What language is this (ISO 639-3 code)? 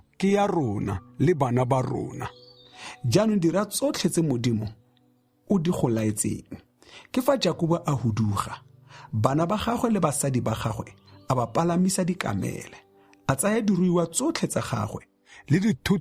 tsn